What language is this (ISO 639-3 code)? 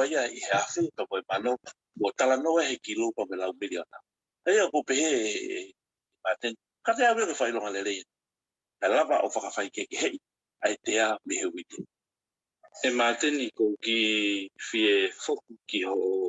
ton